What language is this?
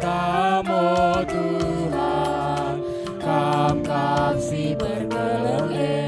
Batak Karo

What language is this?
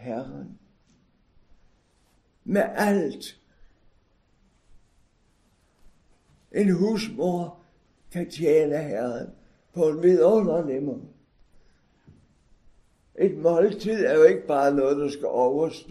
Danish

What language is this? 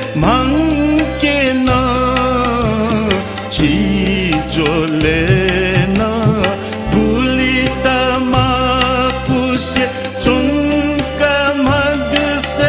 Newari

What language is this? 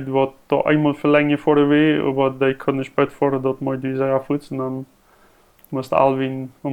Plautdietsch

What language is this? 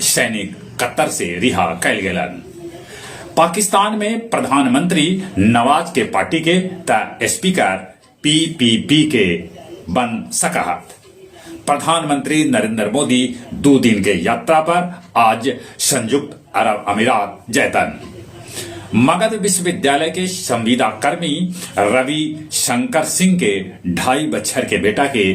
Magahi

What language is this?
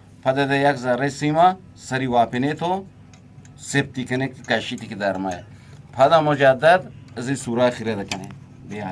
Eastern Balochi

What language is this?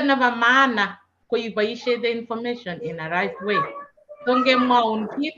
Kalenjin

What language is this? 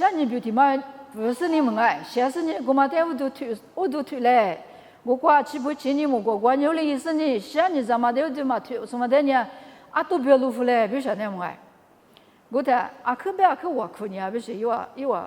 Lisu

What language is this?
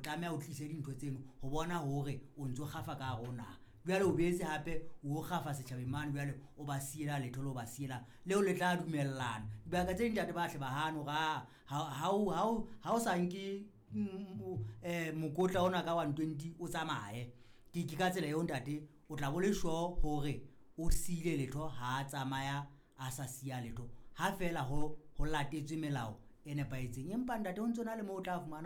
Southern Sotho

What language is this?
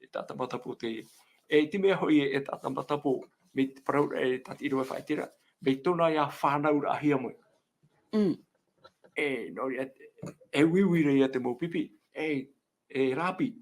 Tahitian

